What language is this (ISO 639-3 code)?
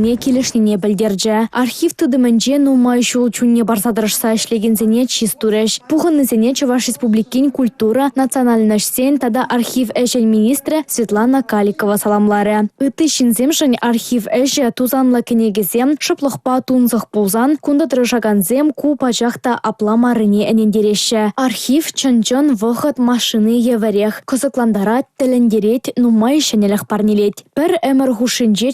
chv